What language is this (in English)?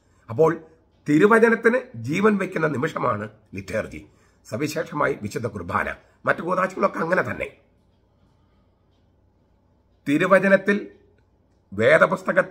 Malayalam